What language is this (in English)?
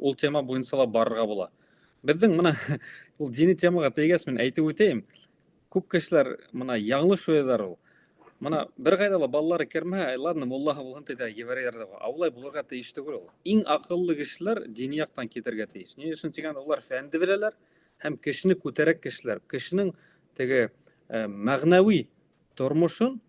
Bashkir